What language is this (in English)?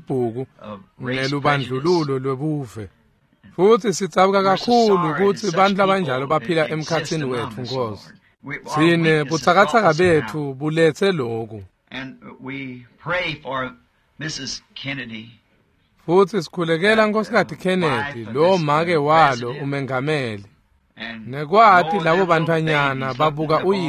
Swati